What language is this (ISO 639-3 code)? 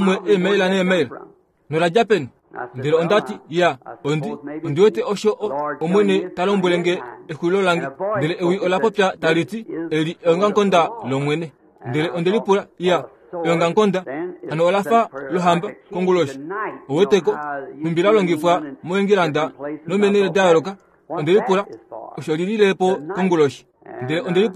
kua